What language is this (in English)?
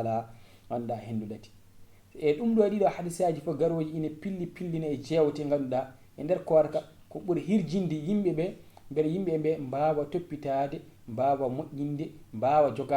Fula